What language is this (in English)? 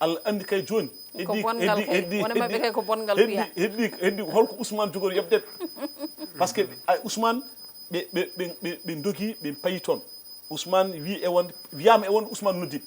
Fula